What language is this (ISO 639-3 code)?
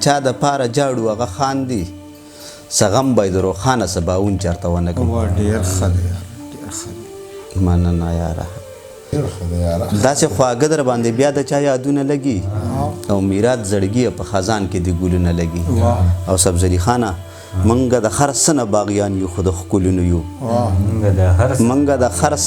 pus